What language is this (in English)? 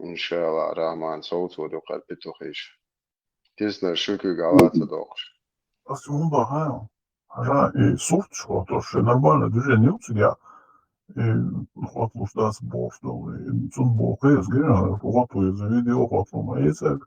Chechen